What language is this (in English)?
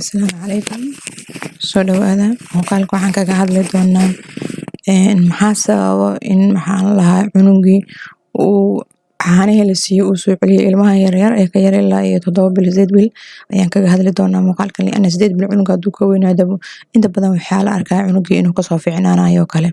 Somali